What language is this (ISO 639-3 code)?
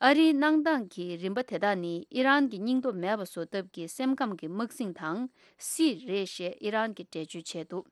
bod